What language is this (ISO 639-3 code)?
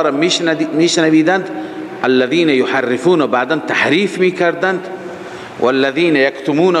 fas